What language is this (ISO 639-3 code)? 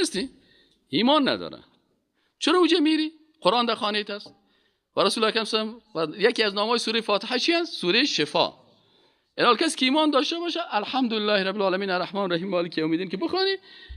fas